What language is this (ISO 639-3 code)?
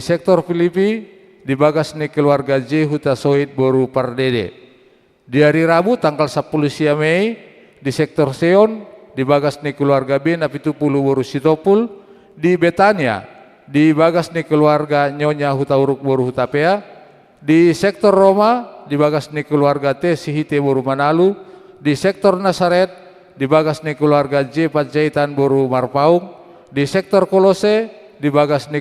bbc